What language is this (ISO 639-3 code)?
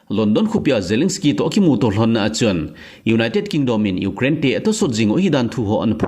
tcz